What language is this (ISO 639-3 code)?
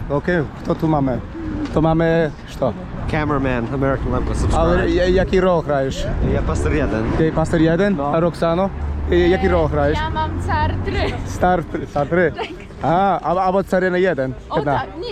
rue